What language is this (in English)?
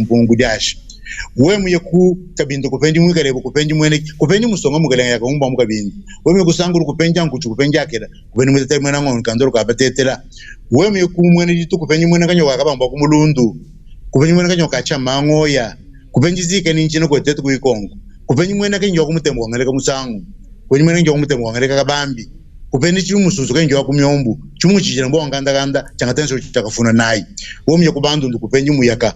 Luba-Lulua